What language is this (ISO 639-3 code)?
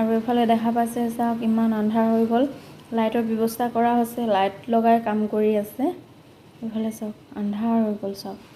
asm